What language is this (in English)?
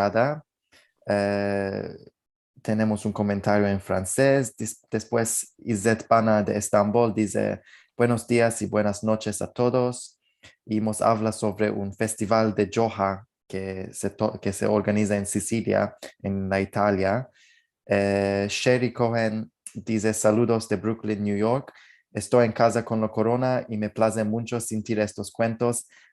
Ladino